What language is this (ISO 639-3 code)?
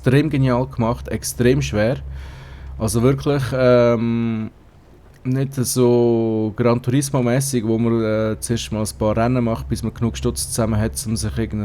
gsw